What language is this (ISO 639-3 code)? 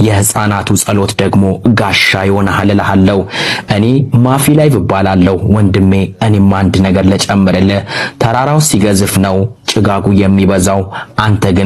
amh